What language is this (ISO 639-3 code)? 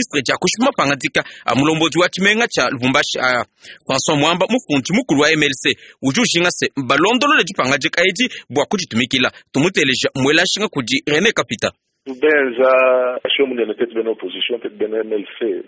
lua